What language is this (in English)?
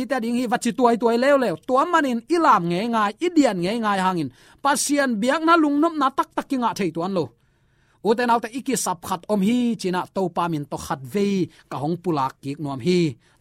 Tedim Chin